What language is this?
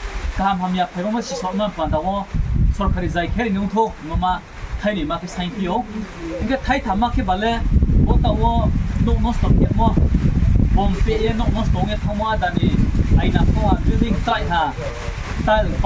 Riang (India)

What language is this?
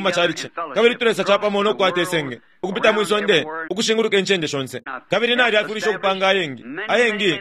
Bemba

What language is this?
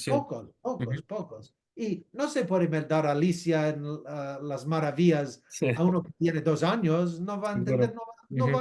Ladino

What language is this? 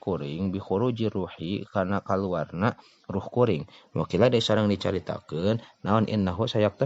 Sundanese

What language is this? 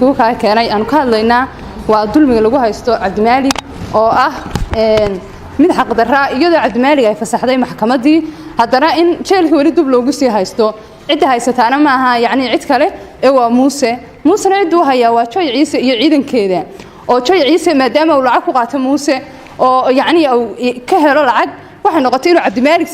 Somali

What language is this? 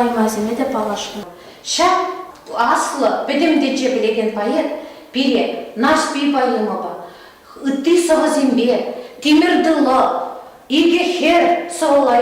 Chuvash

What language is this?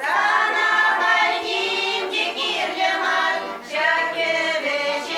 Chuvash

